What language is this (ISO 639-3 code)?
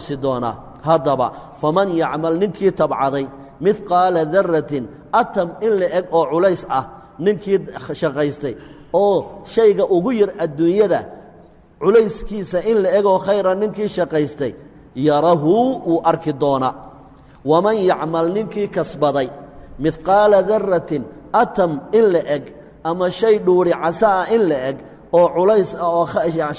som